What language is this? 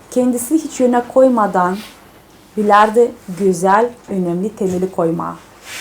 Gagauz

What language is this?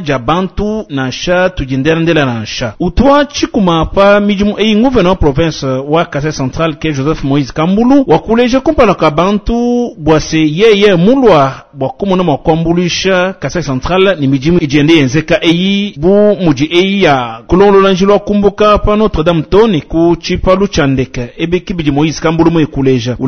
Luba-Lulua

